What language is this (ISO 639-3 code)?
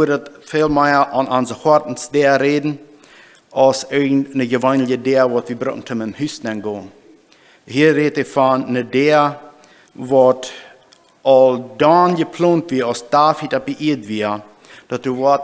pdt